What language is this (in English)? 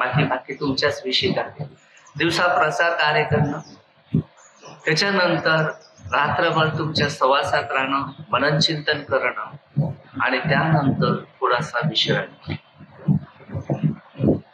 Marathi